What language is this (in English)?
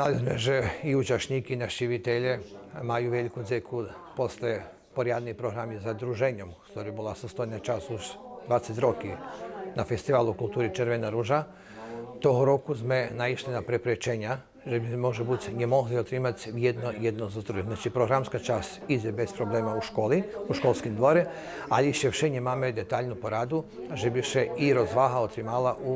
Rusyn